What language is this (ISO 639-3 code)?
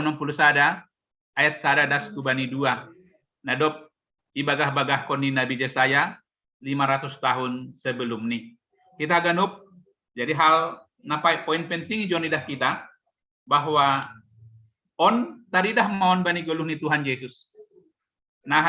bts